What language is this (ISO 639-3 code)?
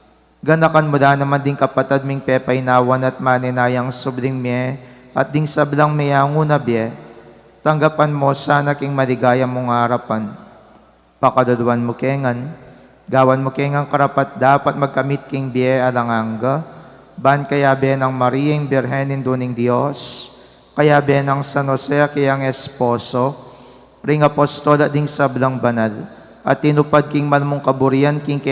pam